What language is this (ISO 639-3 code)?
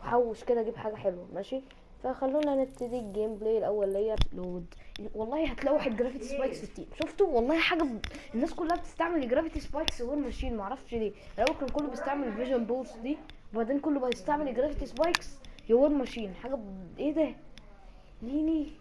arz